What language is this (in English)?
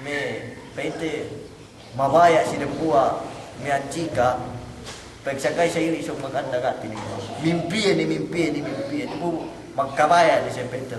Yakan